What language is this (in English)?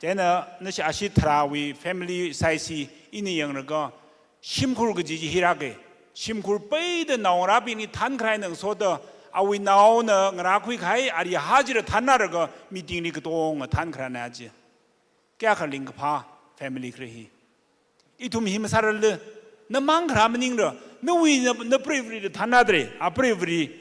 Tangkhul Naga (India)